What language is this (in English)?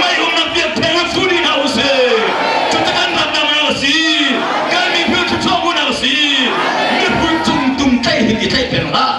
Hakha Chin